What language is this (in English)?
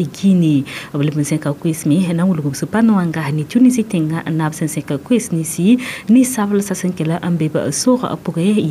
Mossi